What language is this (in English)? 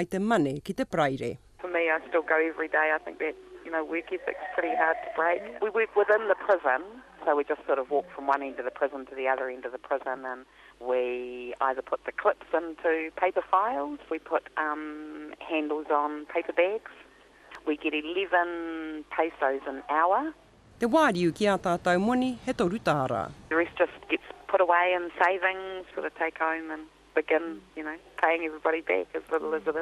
Māori